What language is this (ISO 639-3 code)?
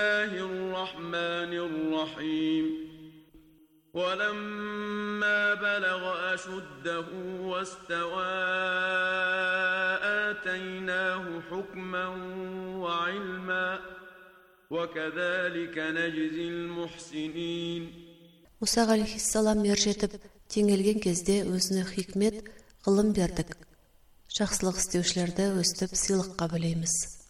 kaz